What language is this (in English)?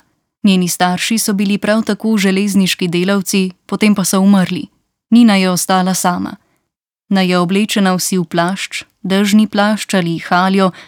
Slovenian